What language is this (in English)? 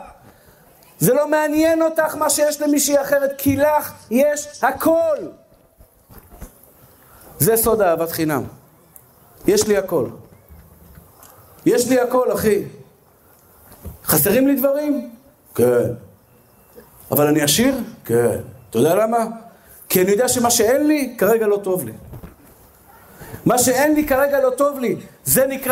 Hebrew